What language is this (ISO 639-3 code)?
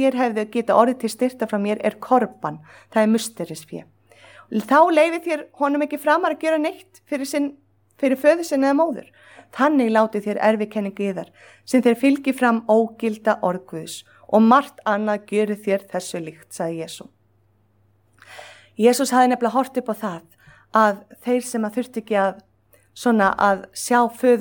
isl